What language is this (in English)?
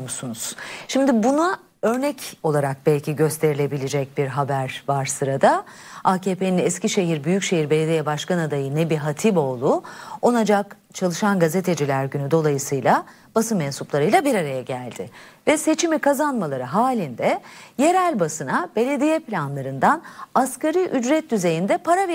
Turkish